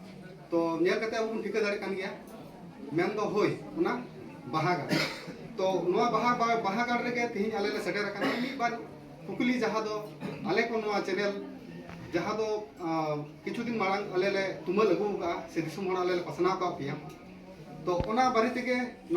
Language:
Santali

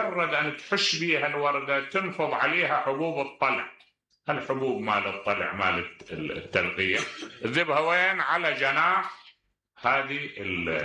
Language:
Mesopotamian Arabic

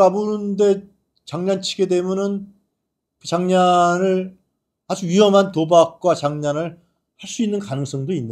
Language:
Korean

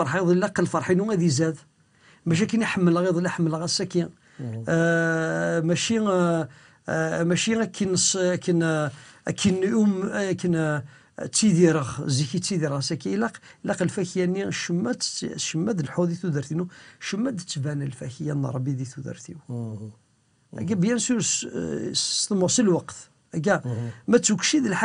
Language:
Kabyle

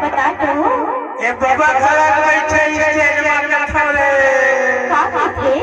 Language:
Chhattisgarhi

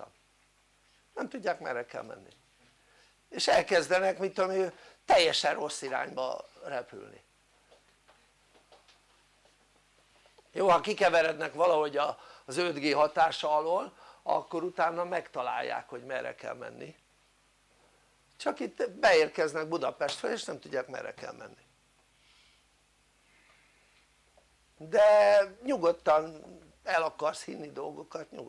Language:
Hungarian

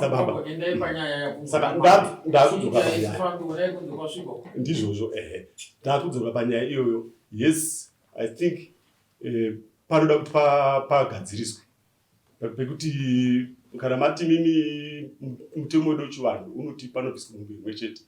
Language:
Shona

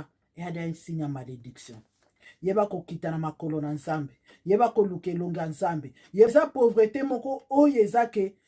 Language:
Lingala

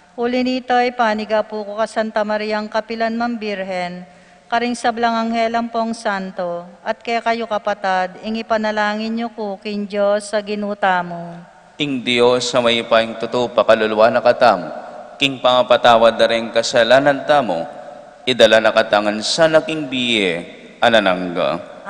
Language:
Pampanga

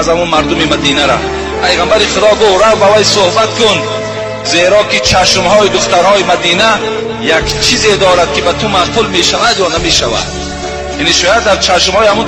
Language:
Tajik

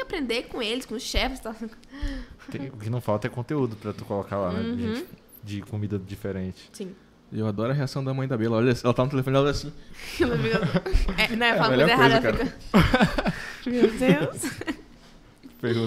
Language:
Portuguese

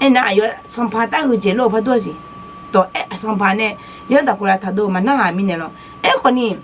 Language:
Akha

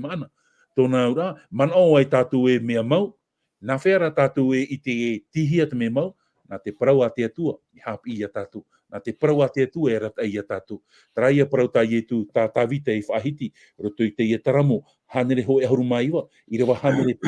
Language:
Tahitian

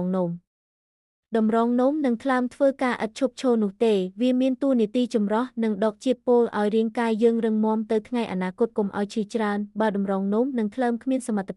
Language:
Khmer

